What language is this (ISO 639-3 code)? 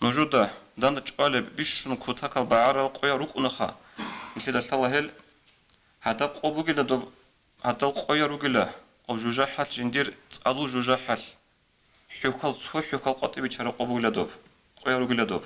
ava